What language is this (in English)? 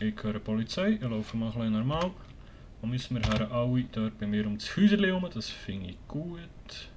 Swiss German